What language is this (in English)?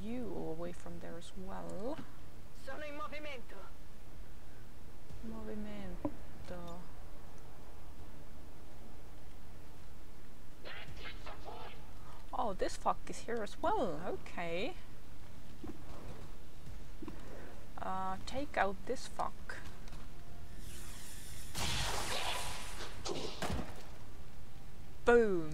English